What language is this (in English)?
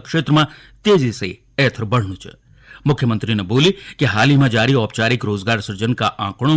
Garhwali